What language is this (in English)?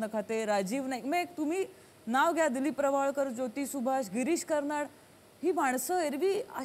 Marathi